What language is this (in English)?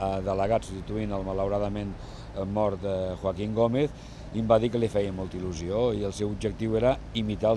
Catalan